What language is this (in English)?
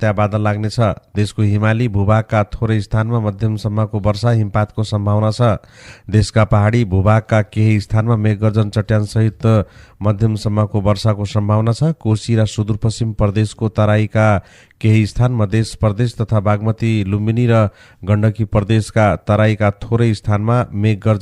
Nepali